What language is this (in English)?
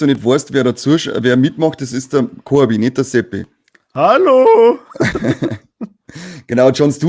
Bavarian